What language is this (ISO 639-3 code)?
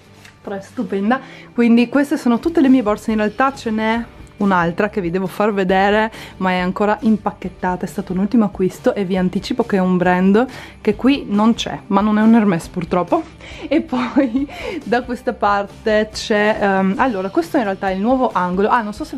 ita